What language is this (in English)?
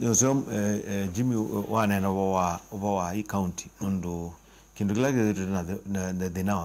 Kamba